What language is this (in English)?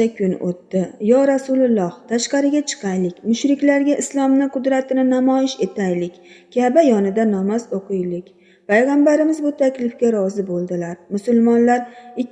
Uzbek